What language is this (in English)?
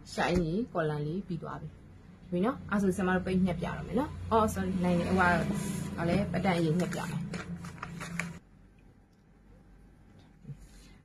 Burmese